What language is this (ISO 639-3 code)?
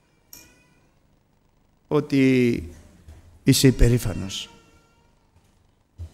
ell